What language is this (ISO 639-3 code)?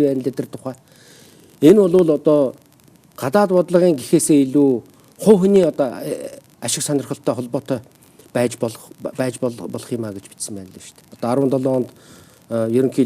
mon